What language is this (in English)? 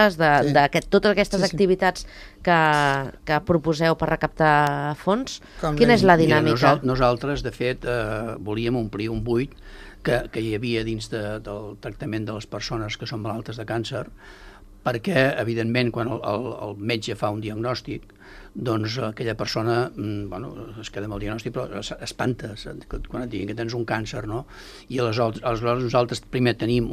Catalan